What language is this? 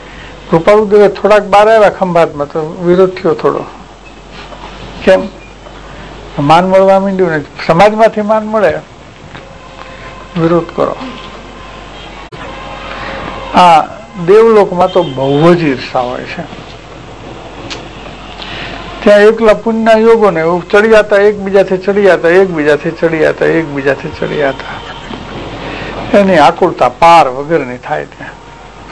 Gujarati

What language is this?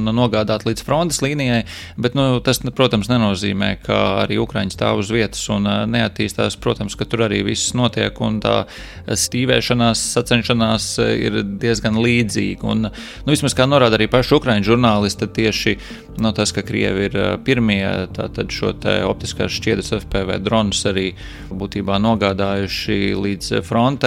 Latvian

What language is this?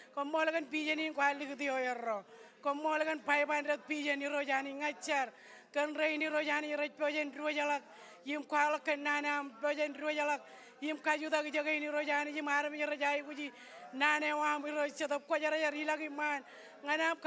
Marshallese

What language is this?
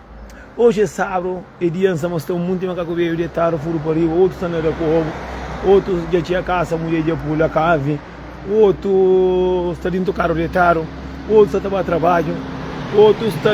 Kabuverdianu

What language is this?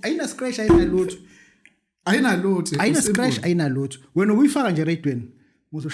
Zulu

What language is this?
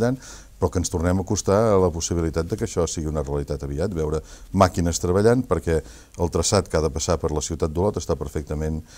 Catalan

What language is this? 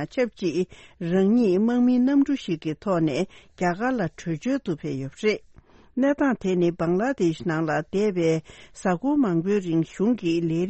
Tibetan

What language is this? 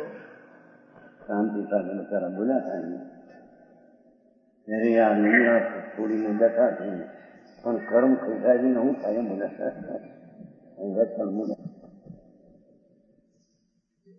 Gujarati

